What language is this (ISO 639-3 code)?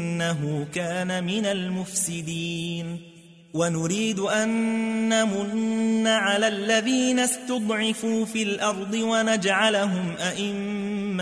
ara